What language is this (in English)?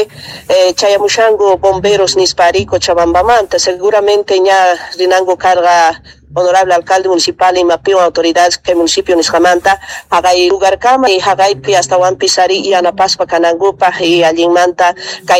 Quechua